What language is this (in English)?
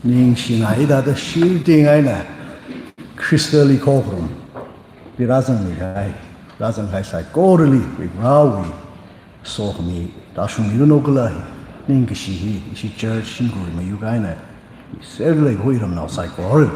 Tangkhul Naga (India)